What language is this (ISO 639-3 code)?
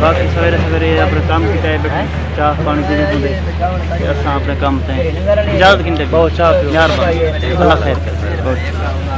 skr